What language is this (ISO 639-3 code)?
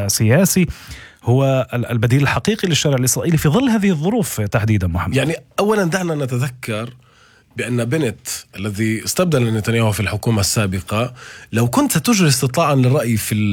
ara